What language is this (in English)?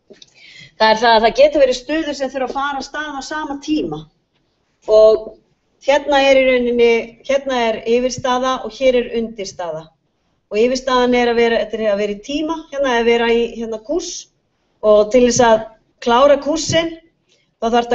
Icelandic